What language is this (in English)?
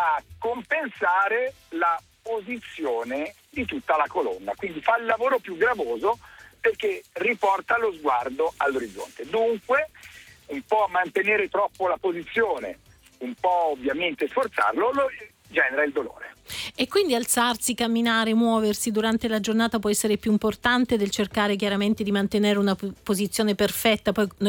Italian